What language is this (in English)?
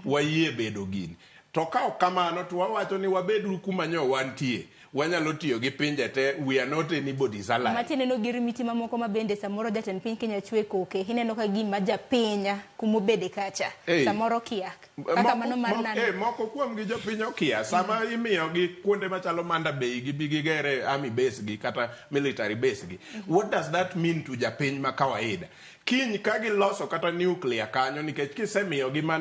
Luo (Kenya and Tanzania)